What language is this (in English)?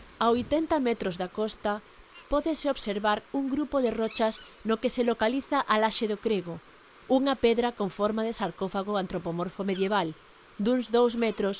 Galician